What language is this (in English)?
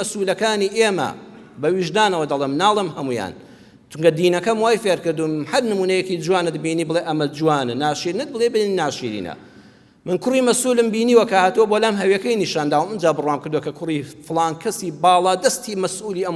Central Kurdish